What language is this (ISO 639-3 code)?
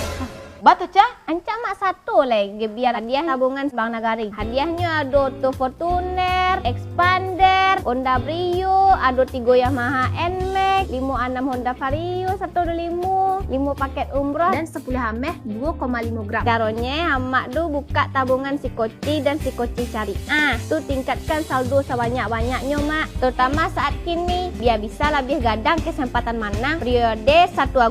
min